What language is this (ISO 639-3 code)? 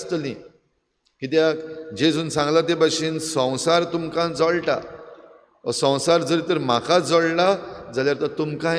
kok